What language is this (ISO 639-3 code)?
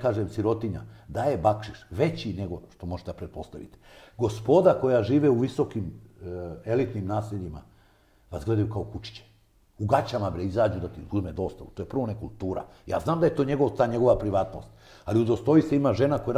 srp